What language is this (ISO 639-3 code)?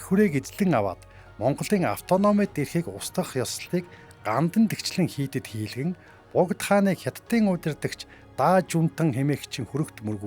mon